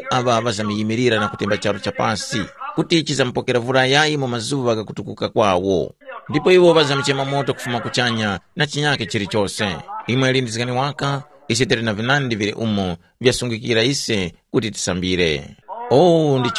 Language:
Tumbuka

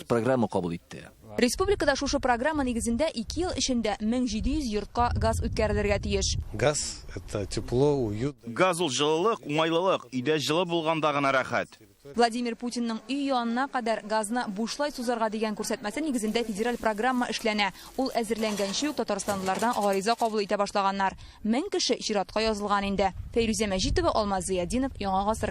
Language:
Tatar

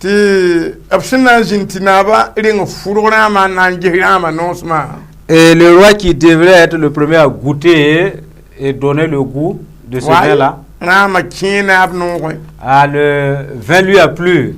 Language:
Mossi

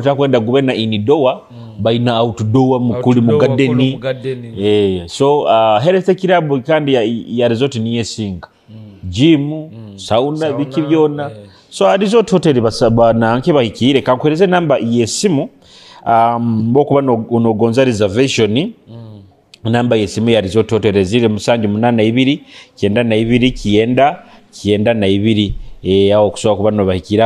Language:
Nyoro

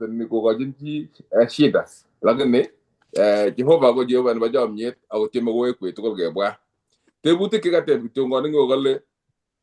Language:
Kalenjin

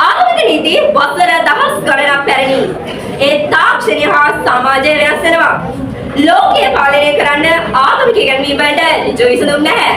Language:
Sinhala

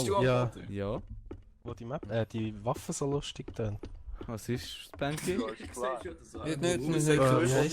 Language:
Swiss German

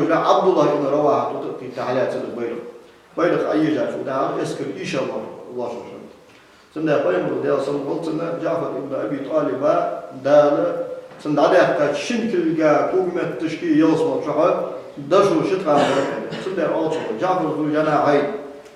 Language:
Ingush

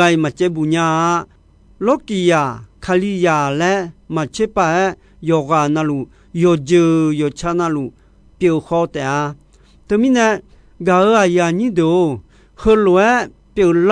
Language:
Akha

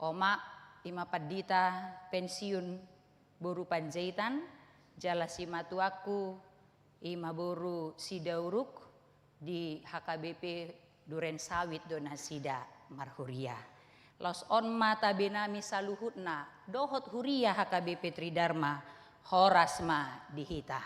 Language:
Batak Toba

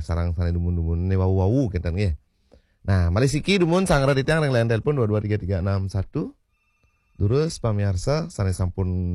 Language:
Balinese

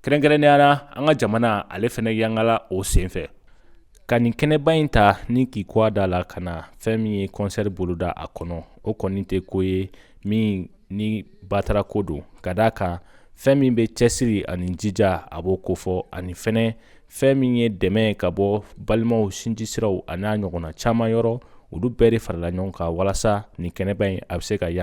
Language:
Bambara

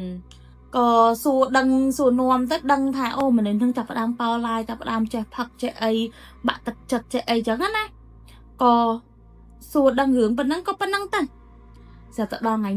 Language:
Khmer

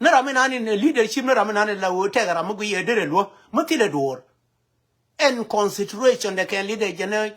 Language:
Nuer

